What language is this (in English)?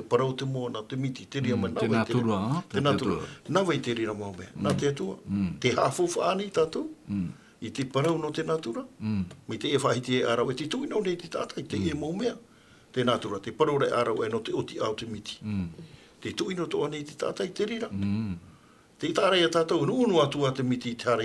Tahitian